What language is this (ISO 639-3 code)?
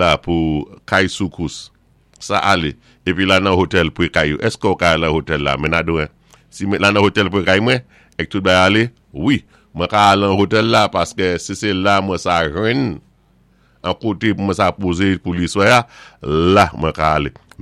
acf